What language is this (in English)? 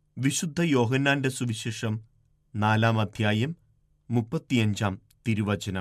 Malayalam